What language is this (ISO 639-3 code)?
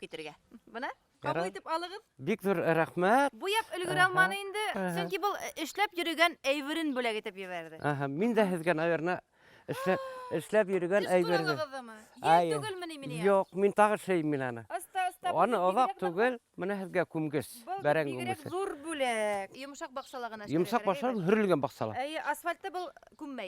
bak